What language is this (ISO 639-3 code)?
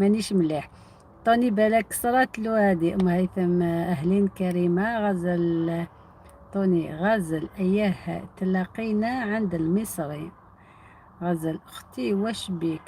arq